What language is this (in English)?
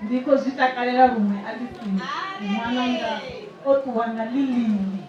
Venda